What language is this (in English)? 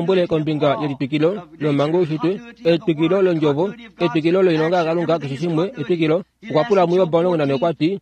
Kuanyama